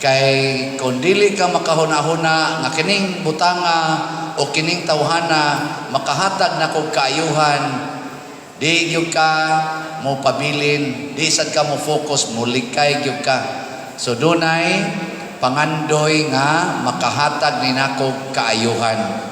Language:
Cebuano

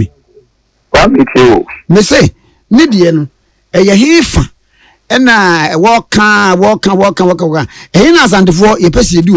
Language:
Akan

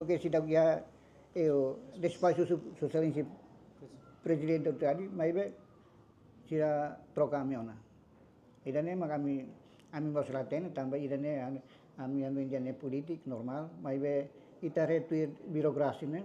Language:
Tetum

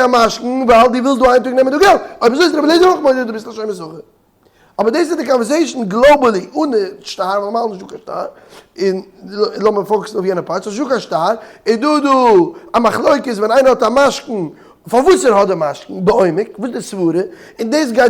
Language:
Yiddish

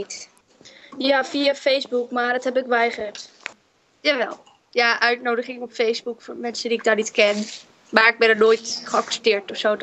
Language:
Western Frisian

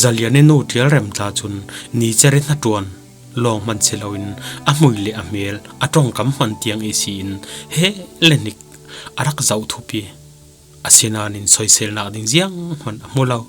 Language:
Falam Chin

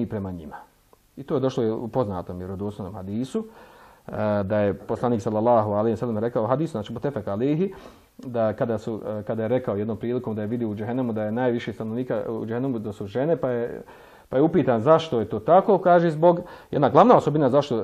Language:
Bosnian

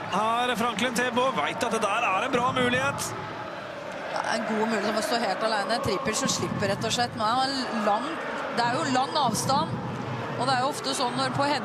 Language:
Norwegian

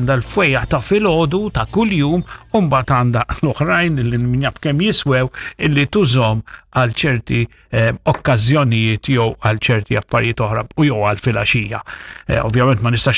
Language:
Maltese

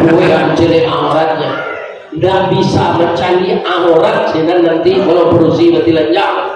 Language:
Minangkabau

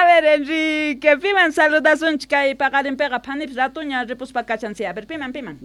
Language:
Quechua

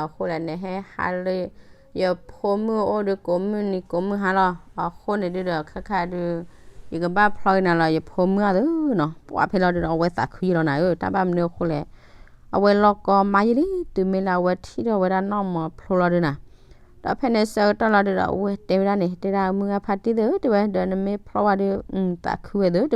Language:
S'gaw Karen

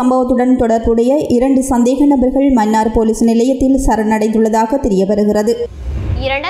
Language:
Tamil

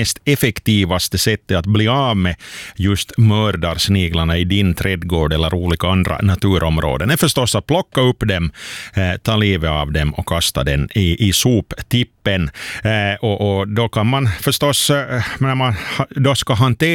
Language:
Swedish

